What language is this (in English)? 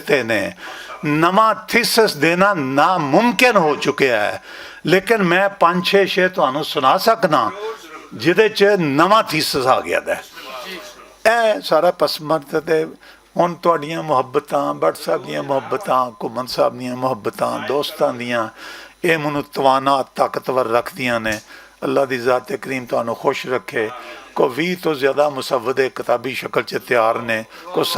Western Panjabi